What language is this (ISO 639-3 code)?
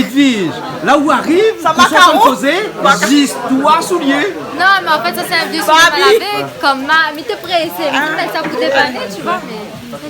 rcf